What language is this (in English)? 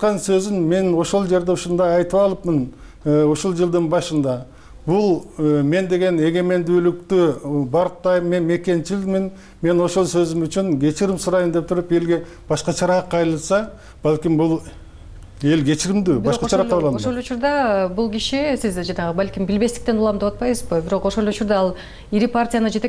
Kyrgyz